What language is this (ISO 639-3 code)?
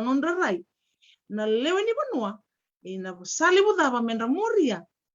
fij